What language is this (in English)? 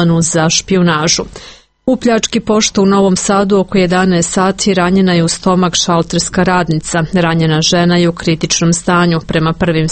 Serbian